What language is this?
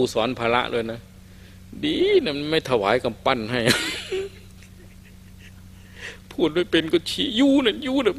Thai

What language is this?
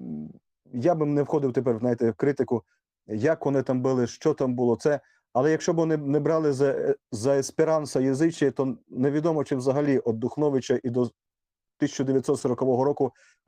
Rusyn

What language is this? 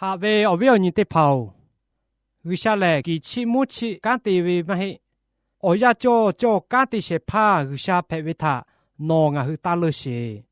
Lahu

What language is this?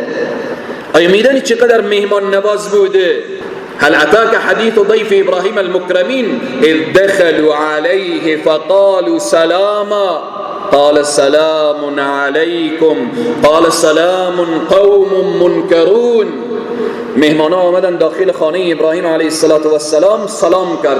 Persian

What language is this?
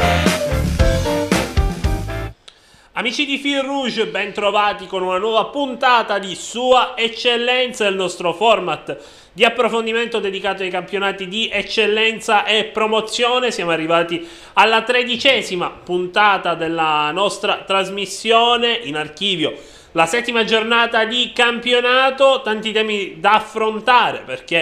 Italian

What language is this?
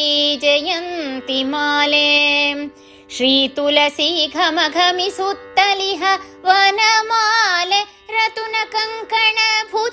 Kannada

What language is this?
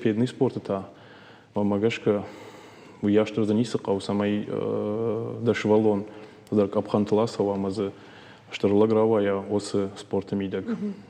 Ossetic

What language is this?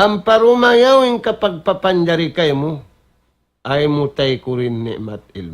Tausug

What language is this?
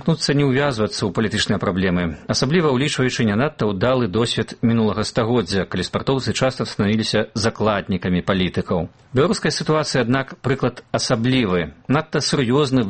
Belarusian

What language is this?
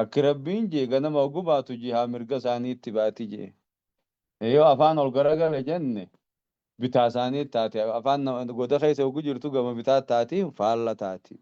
Oromo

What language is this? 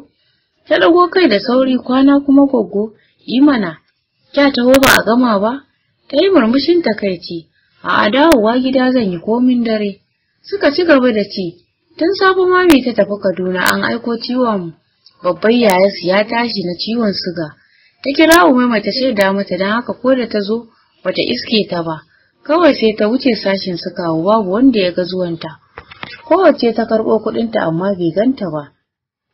Hausa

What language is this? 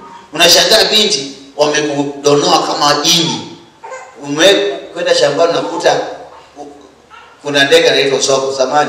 Swahili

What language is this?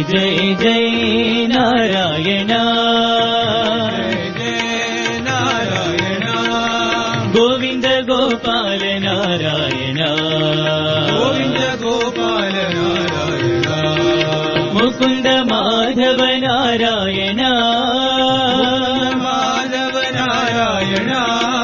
Telugu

